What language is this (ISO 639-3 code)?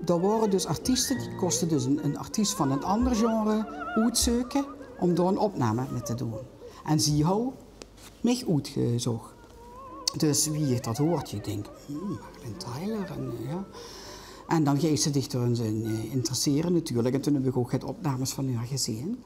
lim